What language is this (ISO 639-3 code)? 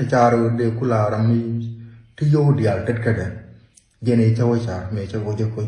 nus